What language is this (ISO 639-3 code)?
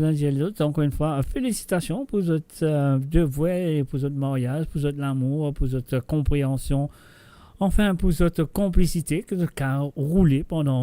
mfe